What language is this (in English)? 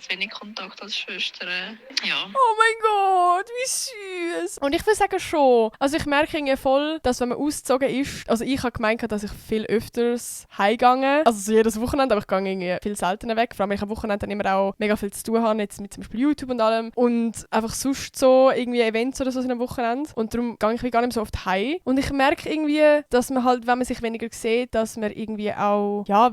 Swiss German